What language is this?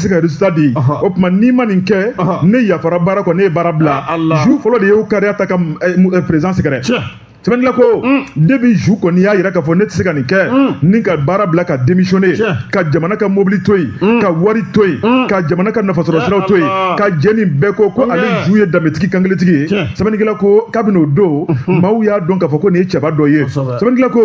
Bambara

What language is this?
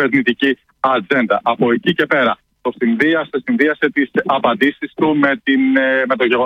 Greek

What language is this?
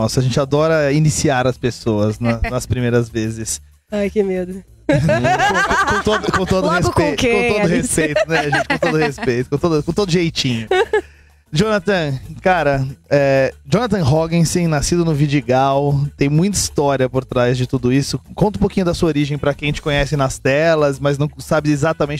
Portuguese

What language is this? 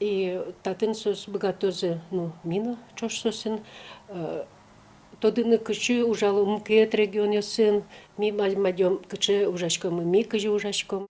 Udmurt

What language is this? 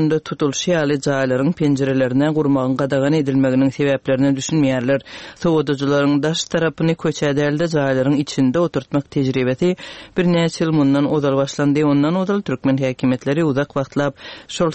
Turkmen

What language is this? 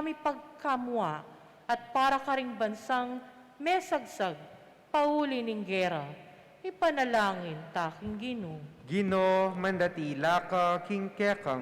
Pampanga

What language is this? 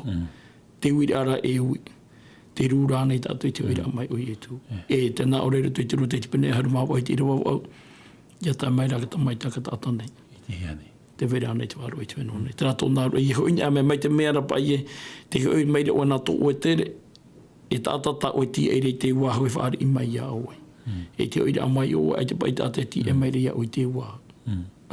Tahitian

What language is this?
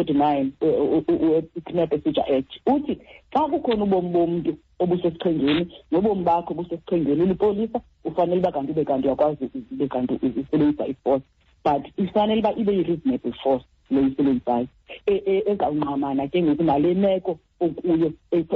Xhosa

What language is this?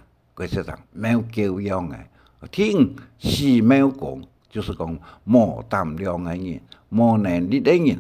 Hakka Chinese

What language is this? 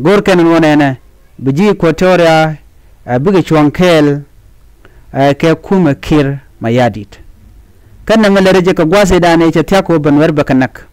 Nuer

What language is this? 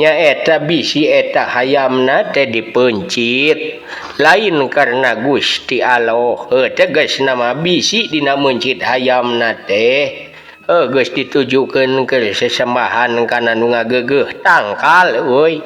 Sundanese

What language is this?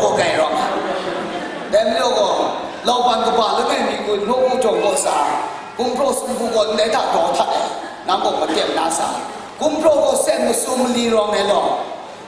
Kachin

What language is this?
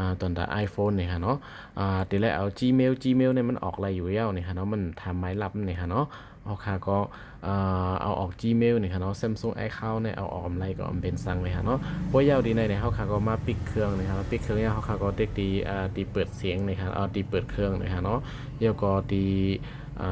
Shan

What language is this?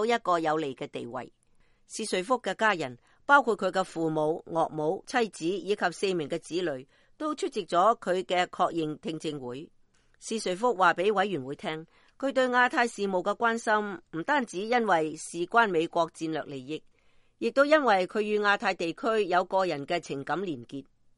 Cantonese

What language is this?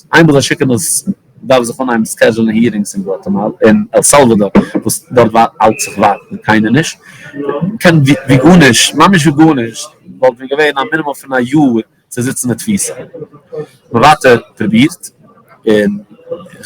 Yiddish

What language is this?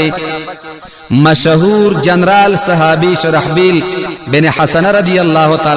Pashto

